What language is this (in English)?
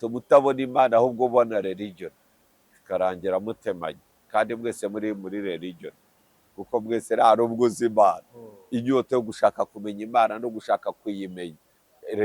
Kinyarwanda